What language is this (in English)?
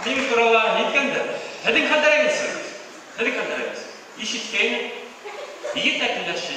Bashkir